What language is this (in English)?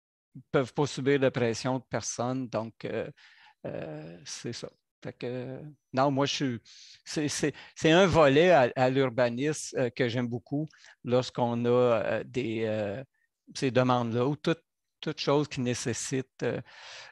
French